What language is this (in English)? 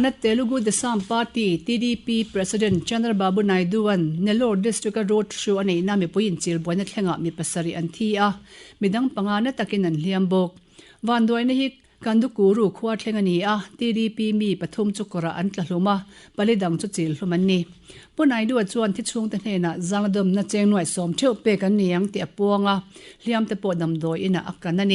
Mizo